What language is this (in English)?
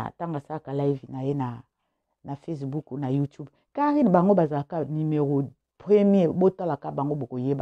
Lingala